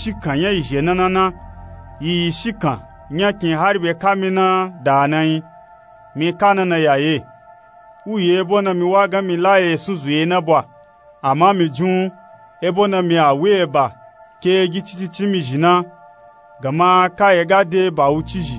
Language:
Nupe-Nupe-Tako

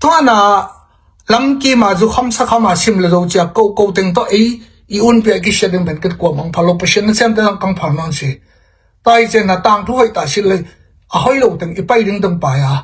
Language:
Tedim Chin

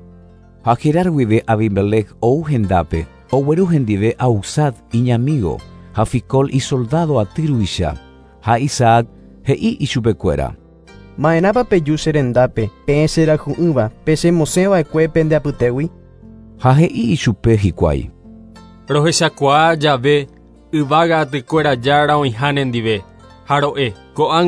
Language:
Guarani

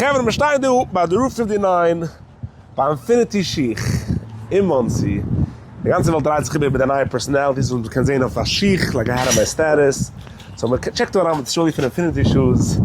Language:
Yiddish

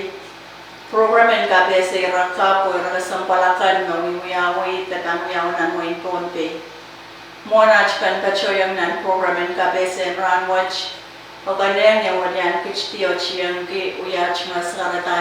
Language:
Pohnpeian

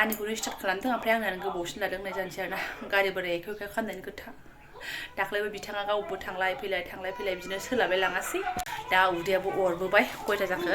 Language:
Bodo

